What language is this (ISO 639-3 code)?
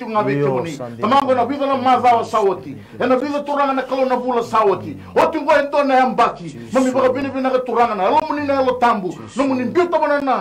fij